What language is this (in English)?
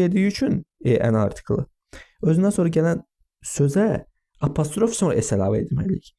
Azerbaijani